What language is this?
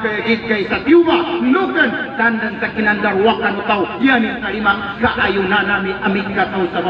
Maguindanaon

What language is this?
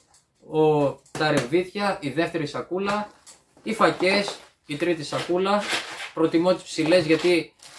Greek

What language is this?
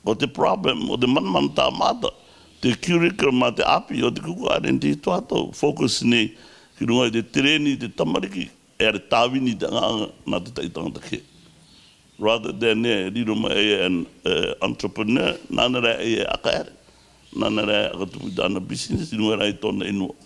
Rarotongan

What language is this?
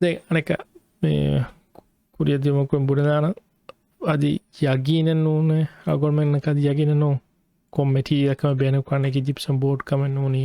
Divehi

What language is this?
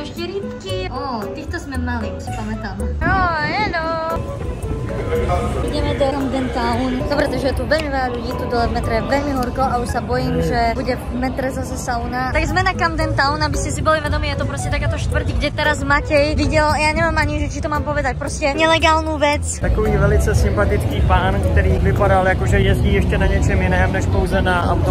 Slovak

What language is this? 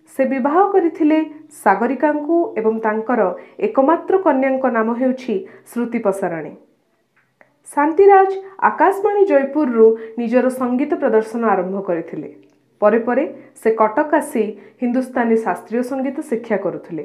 Odia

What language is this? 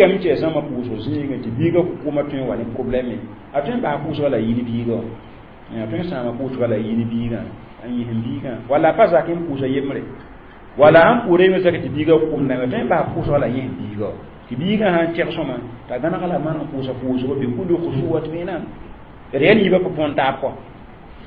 Mossi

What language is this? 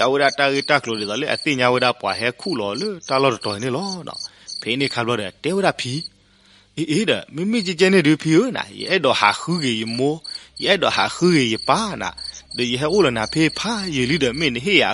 S'gaw Karen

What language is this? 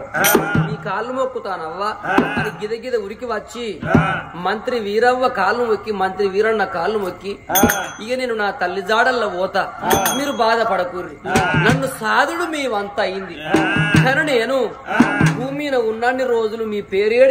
Telugu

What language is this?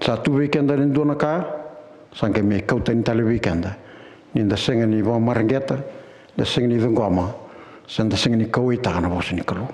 Fijian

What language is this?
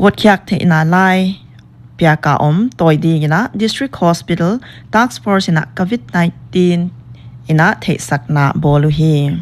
Paite Chin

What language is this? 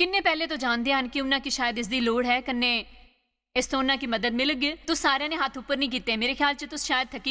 Dogri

